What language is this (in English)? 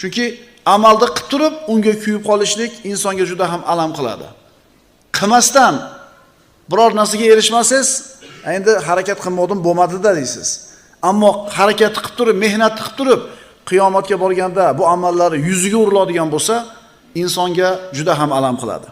Uzbek